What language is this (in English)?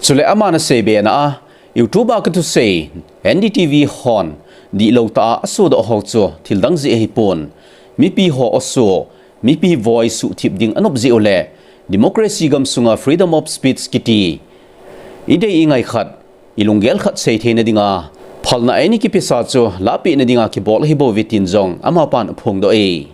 Thado Chin